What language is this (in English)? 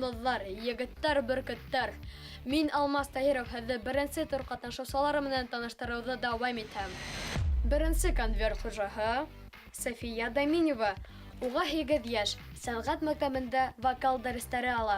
Bashkir